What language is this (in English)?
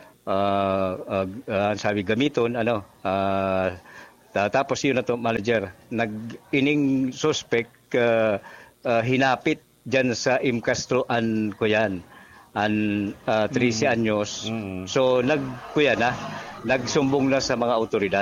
Bikol